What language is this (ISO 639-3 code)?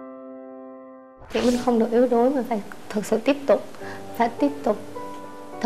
vie